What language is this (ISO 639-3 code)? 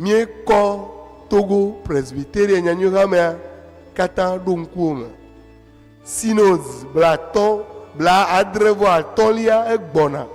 ewe